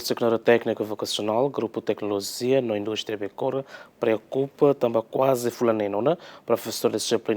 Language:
Tetum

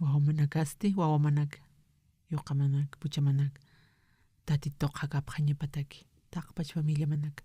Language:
Aymara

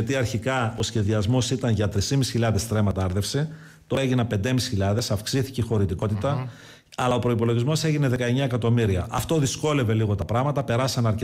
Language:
Greek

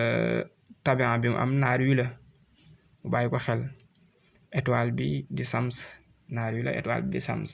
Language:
Wolof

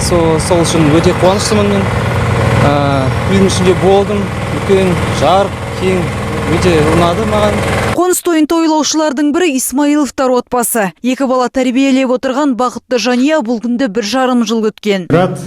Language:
Kazakh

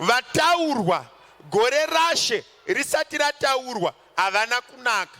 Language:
Shona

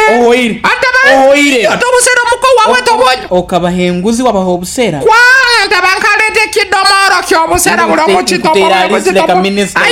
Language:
Nyoro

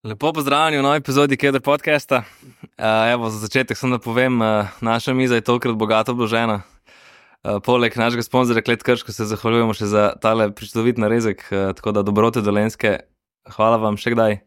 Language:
Slovenian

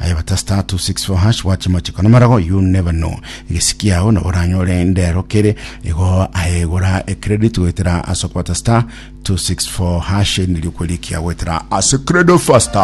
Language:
Gusii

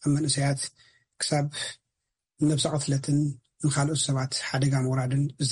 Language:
Tigrinya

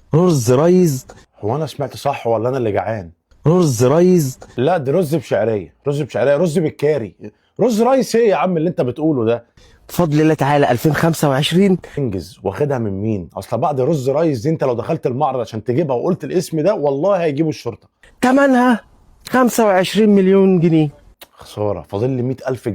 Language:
Egyptian Arabic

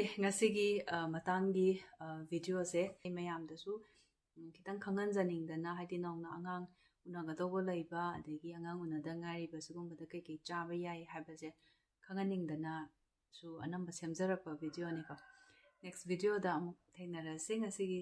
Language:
Manipuri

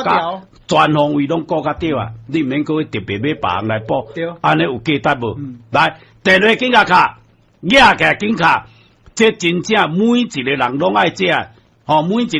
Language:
Min Nan Chinese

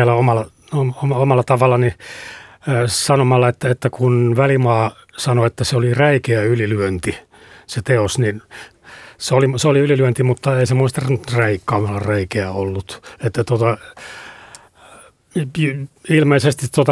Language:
Finnish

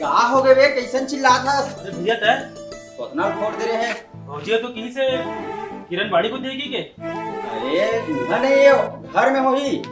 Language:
Chhattisgarhi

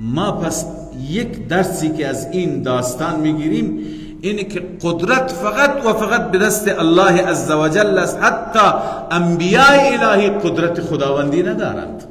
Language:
Persian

